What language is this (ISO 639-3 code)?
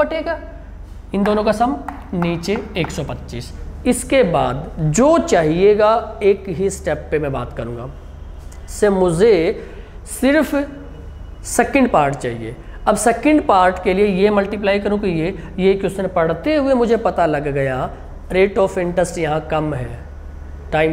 hin